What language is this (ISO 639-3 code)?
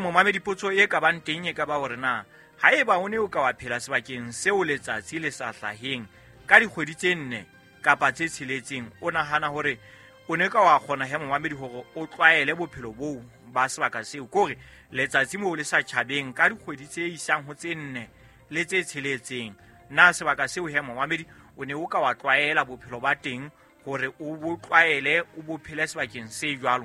sot